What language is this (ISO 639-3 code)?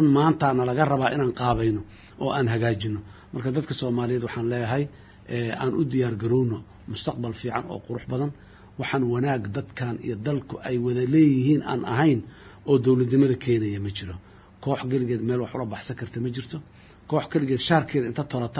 som